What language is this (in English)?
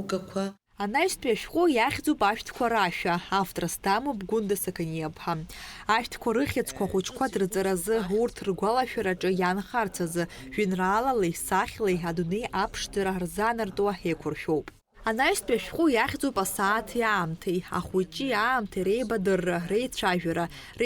Abkhazian